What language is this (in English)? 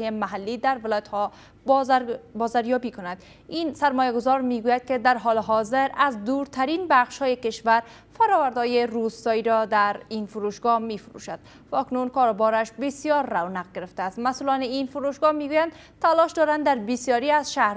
Persian